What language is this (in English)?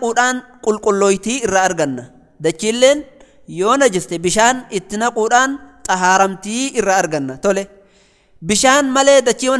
Oromo